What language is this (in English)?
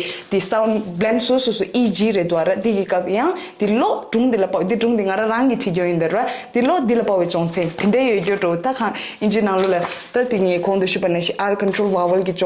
Tibetan